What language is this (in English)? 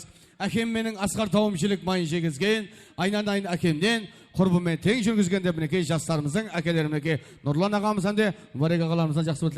Kara-Kalpak